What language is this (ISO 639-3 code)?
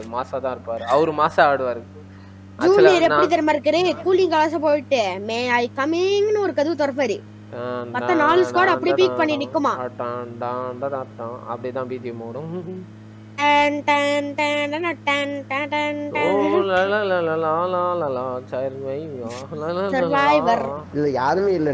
tam